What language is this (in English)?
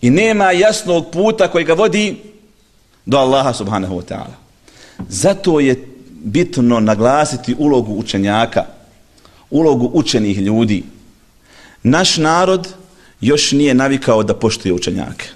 Bosnian